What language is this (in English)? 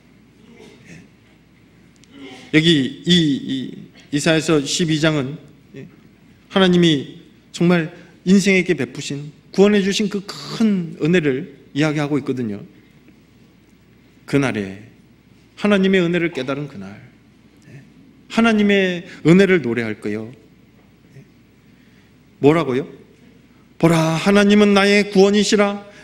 Korean